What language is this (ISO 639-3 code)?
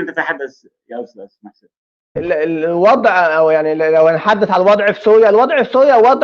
apc